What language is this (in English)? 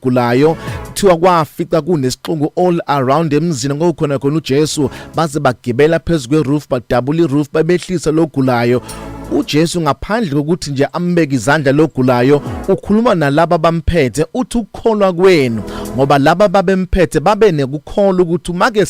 Zulu